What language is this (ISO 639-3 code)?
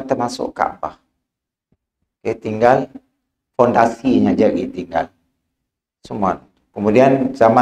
msa